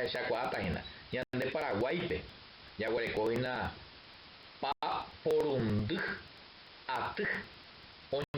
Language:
Guarani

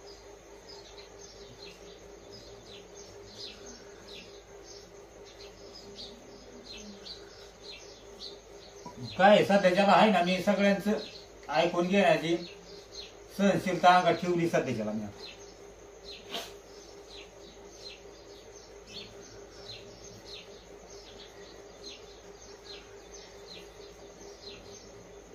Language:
Marathi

